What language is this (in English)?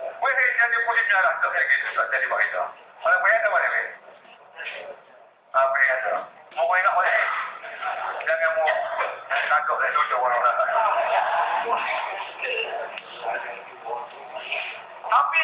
Malay